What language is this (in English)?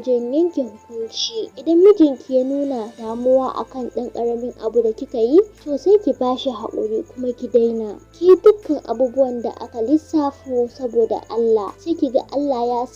Hausa